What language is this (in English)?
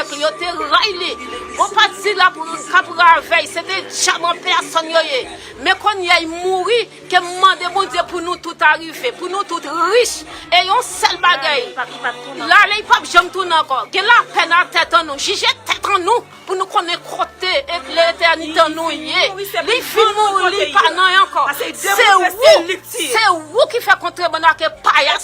Haitian Creole